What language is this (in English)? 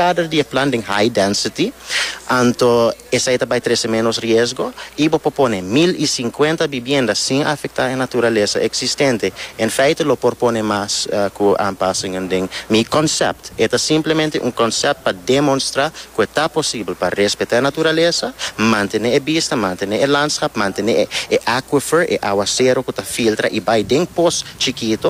Papiamento